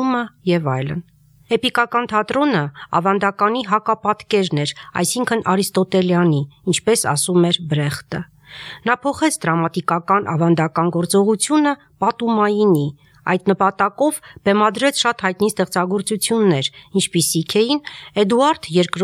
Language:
Armenian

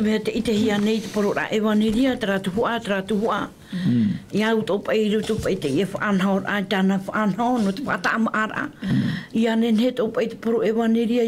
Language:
Tahitian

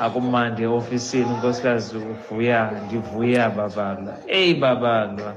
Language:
Xhosa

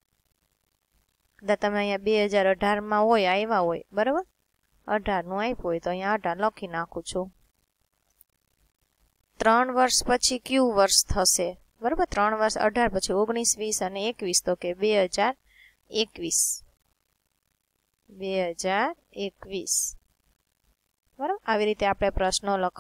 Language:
Gujarati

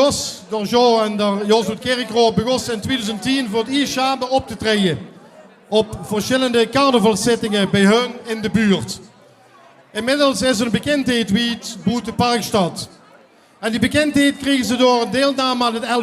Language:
Limburgish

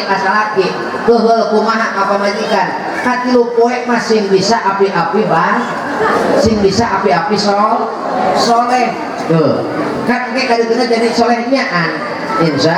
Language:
Sundanese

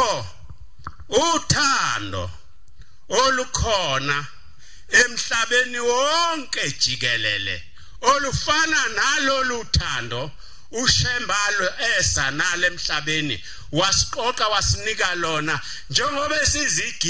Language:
Zulu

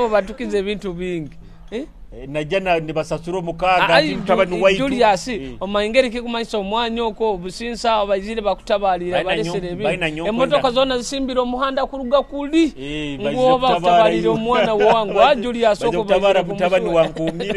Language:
Nyoro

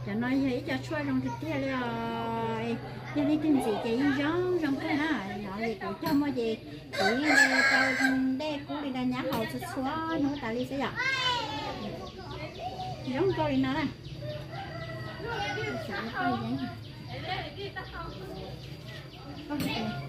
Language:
Vietnamese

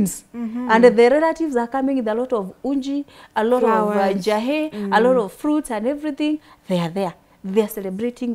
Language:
English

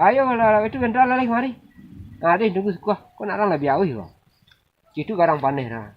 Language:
Minangkabau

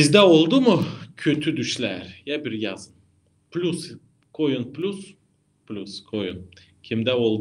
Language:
Gagauz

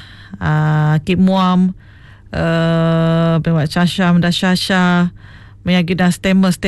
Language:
Iban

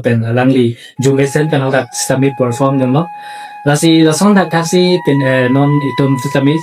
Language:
Karbi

